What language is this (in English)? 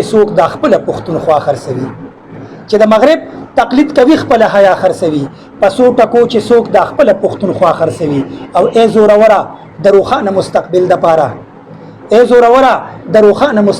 Pashto